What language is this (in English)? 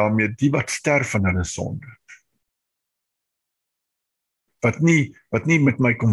Afrikaans